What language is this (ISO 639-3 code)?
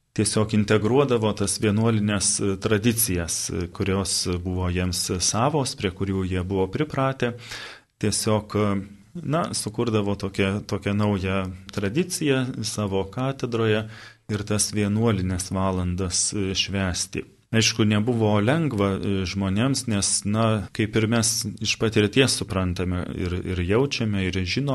lit